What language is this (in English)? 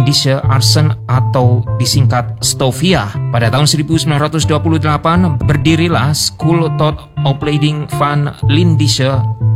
Indonesian